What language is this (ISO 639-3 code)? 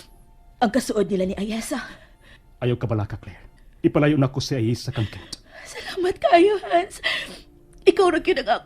ceb